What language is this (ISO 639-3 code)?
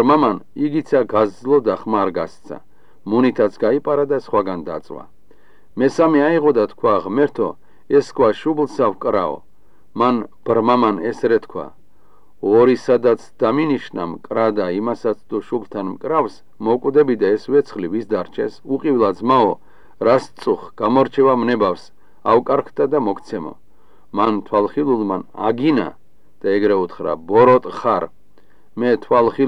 kat